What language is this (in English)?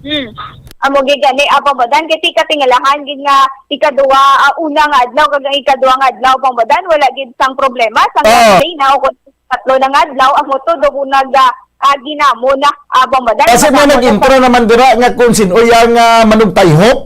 Hiligaynon